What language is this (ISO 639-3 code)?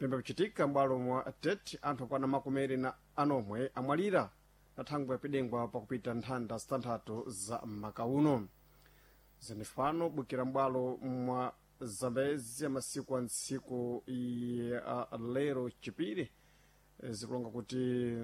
seh